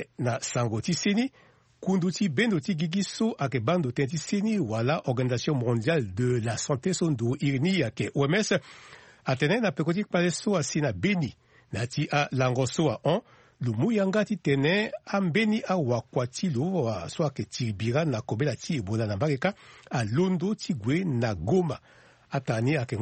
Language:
Sango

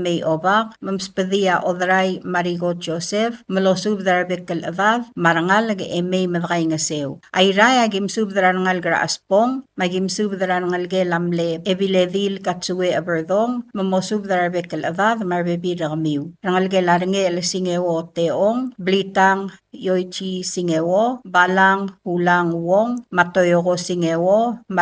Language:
Palauan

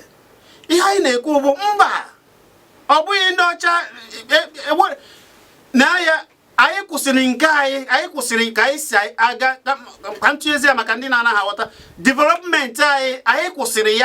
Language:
Igbo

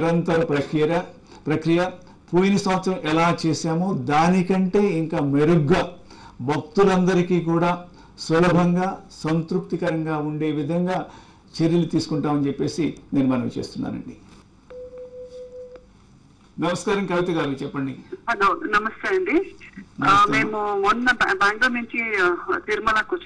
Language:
Telugu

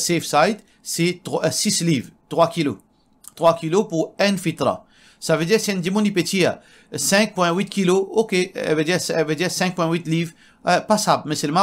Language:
Morisyen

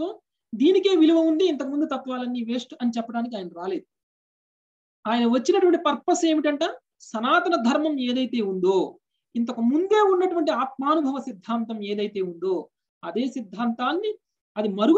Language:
Telugu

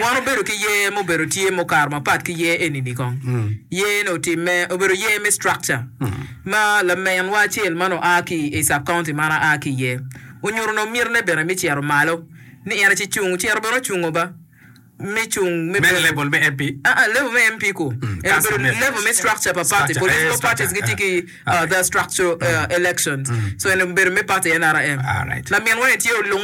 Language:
Acoli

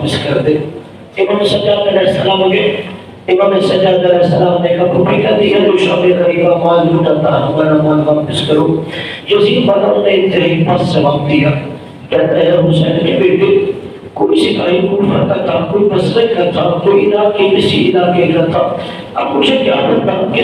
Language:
Urdu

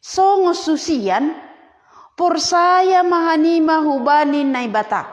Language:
Batak Simalungun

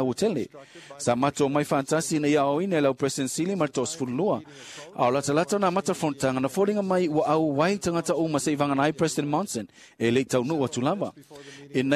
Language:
Samoan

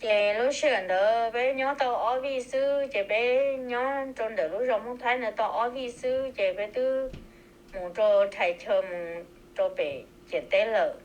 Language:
Hmong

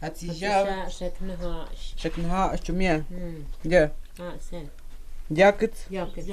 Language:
Totontepec Mixe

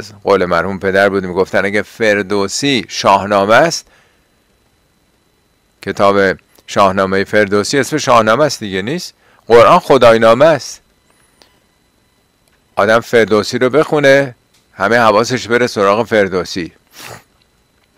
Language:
Persian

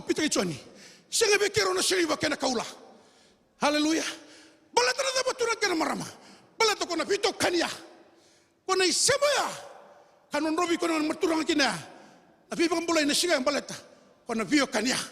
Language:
Fijian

